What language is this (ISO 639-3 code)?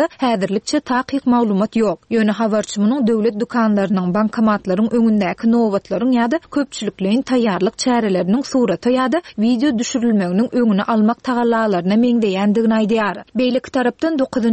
tuk